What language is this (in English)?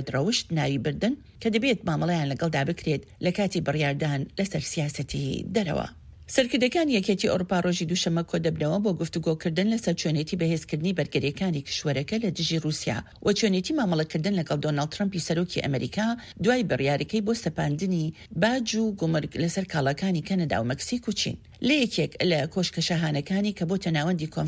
Central Kurdish